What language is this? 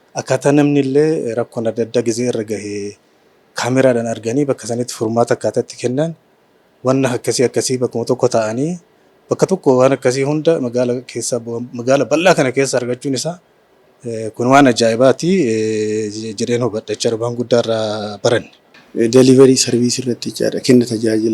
Oromo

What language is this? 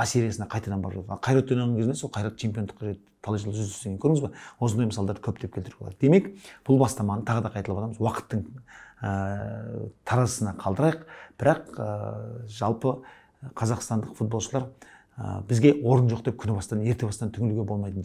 Kazakh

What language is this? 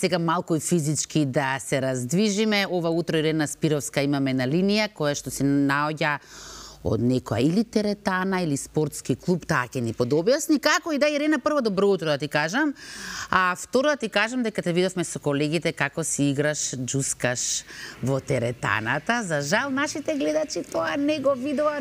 Macedonian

